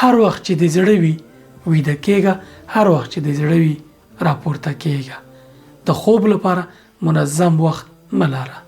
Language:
Pashto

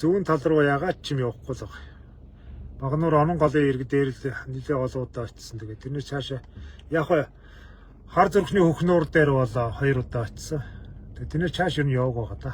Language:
Mongolian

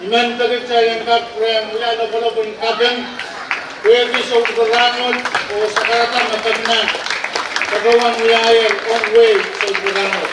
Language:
Pohnpeian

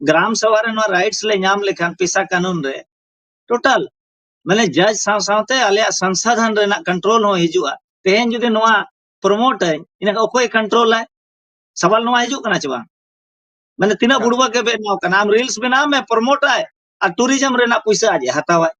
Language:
Santali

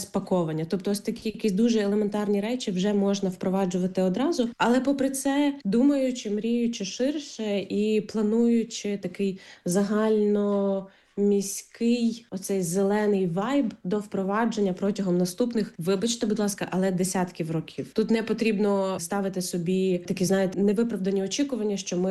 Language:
Ukrainian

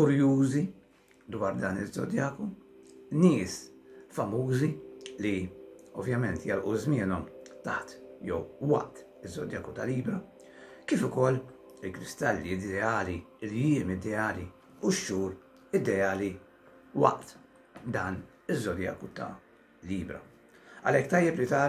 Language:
Maltese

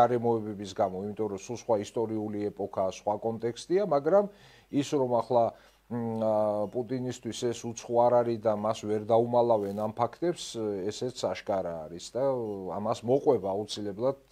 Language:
Georgian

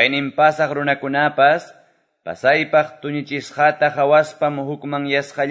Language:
Quechua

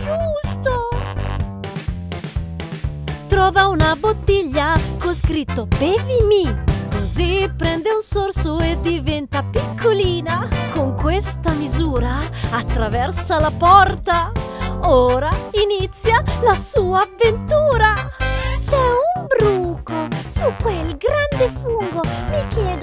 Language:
Italian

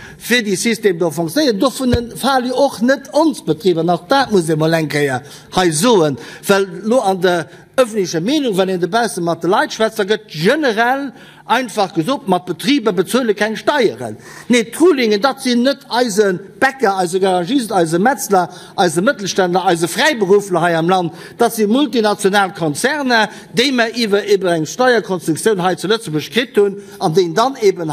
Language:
Luxembourgish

